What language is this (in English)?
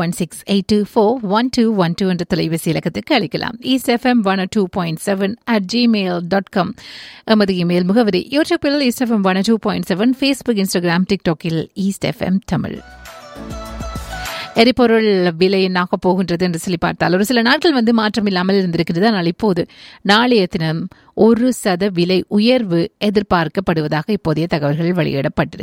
Tamil